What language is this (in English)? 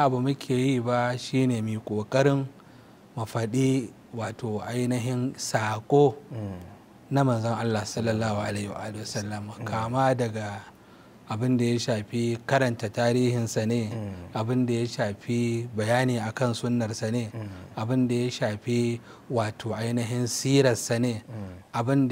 Hausa